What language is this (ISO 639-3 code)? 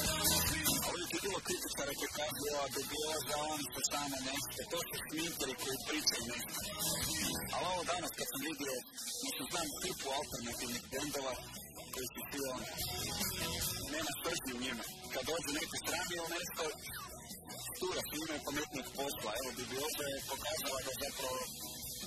hrv